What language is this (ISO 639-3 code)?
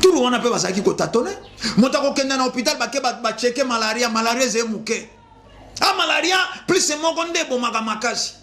lin